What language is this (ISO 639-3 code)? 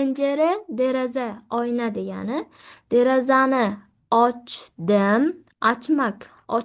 uzb